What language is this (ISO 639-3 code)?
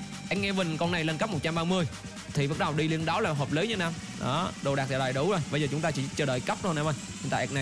vie